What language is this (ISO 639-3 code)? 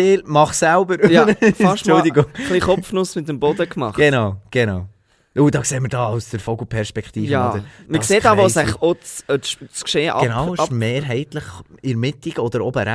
gsw